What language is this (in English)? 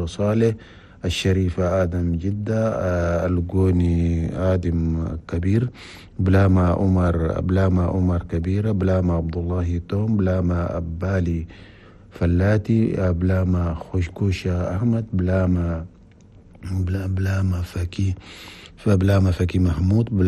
Chadian Arabic